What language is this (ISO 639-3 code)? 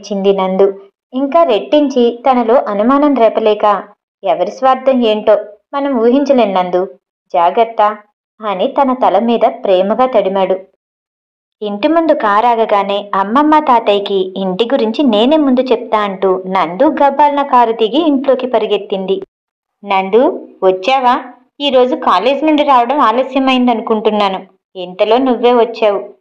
tel